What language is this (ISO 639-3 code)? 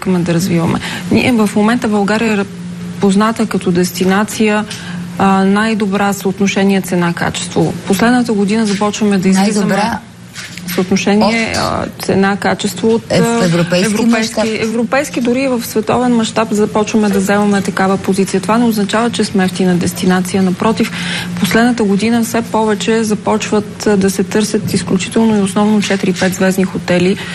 bul